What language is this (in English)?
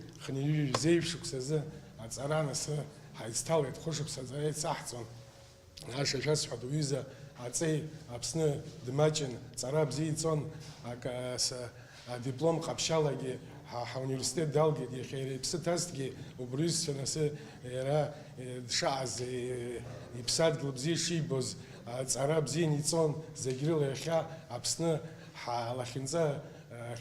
Abkhazian